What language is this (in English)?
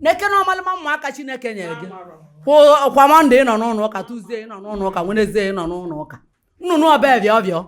Igbo